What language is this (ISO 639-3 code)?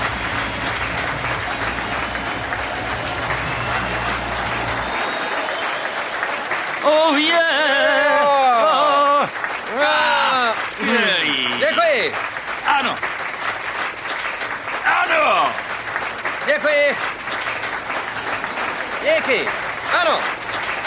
ces